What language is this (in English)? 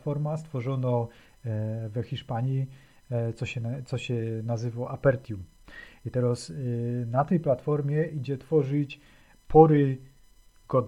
Silesian